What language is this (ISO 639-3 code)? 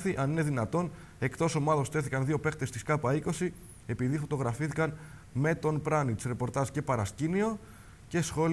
ell